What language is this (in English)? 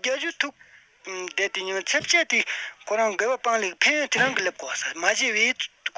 Tibetan